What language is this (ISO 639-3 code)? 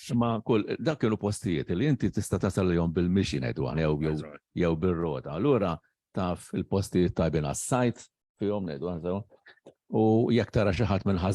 mlt